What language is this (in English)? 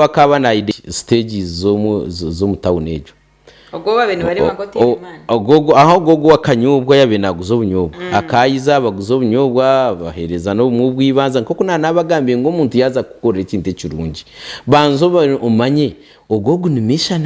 Nyankole